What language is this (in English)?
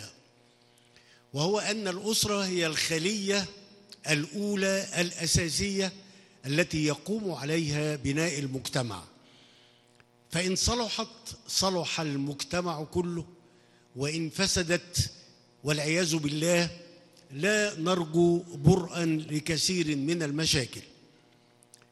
Arabic